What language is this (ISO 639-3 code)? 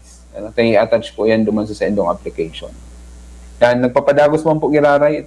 bik